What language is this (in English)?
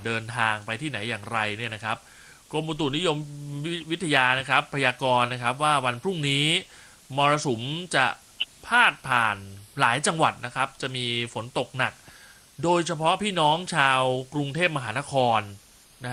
Thai